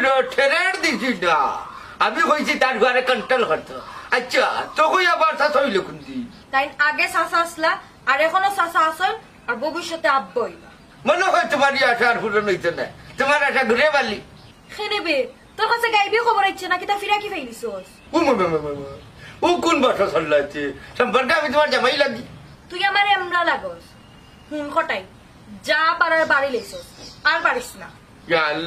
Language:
Sylheti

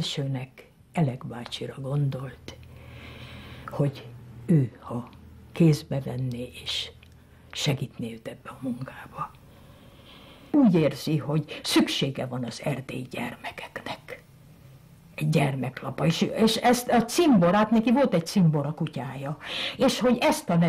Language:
Hungarian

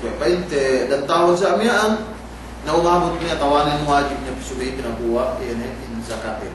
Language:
Yakan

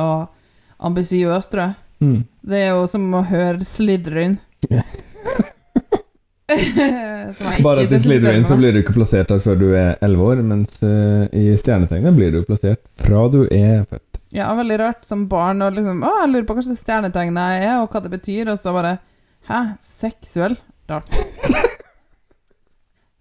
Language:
Norwegian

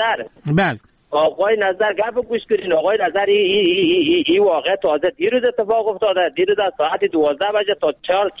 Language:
Persian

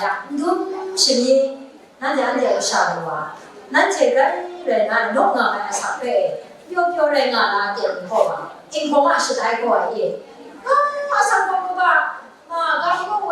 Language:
Kachin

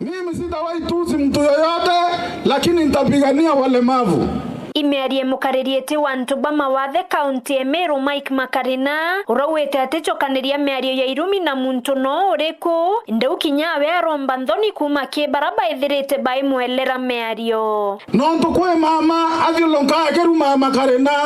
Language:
Meru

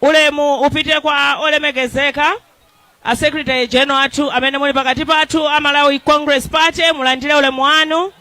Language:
Nyanja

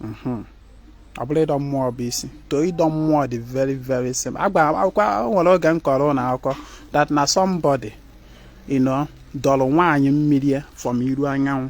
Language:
Igbo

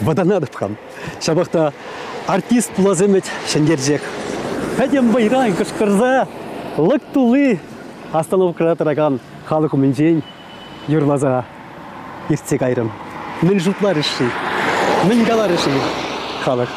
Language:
Chuvash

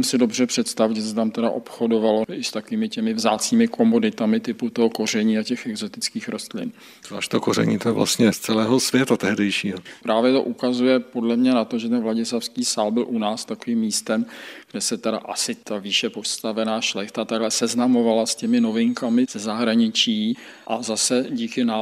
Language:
Czech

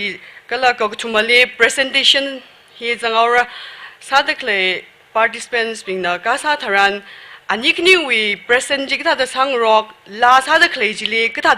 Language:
Tangkhul Naga (India)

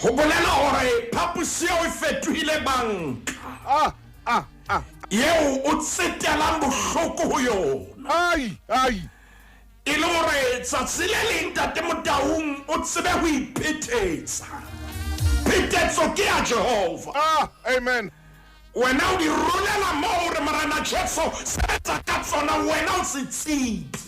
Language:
Southern Sotho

